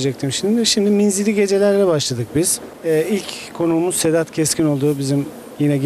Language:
Turkish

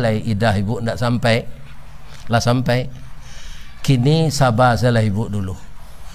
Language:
Minangkabau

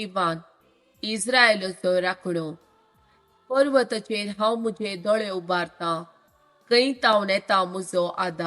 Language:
Konkani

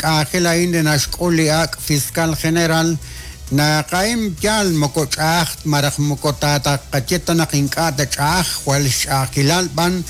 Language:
Kekchí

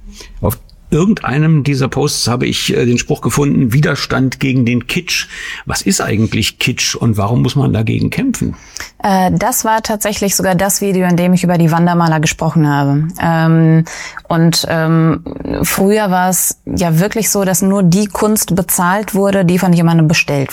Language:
German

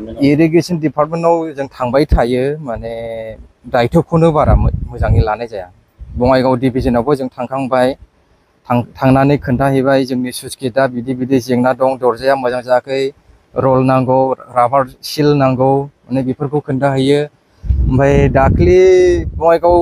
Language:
Bodo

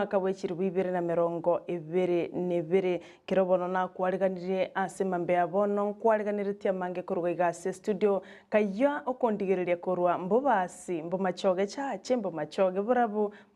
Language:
Gusii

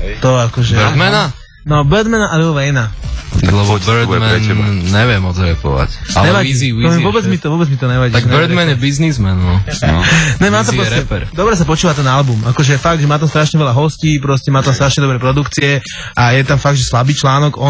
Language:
Slovak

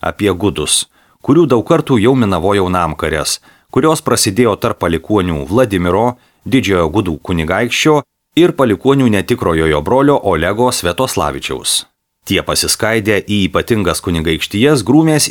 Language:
Lithuanian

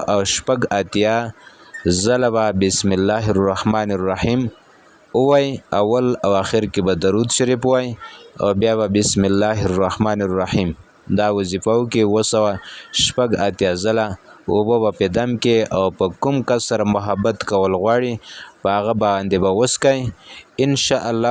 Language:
Pashto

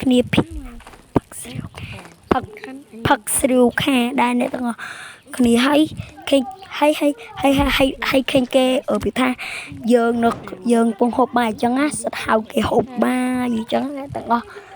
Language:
Khmer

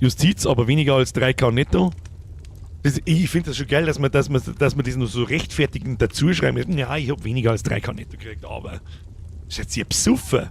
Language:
Bavarian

